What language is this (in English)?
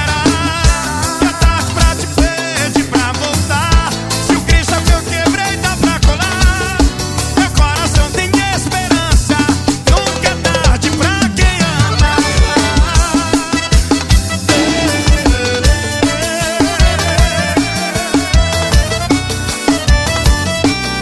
Portuguese